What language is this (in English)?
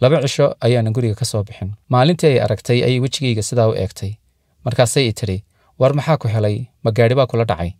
Somali